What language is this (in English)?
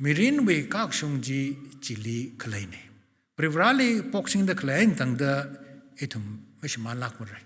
Tangkhul Naga (India)